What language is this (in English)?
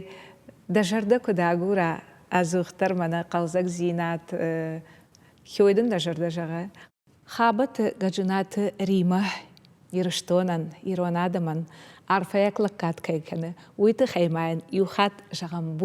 Ossetic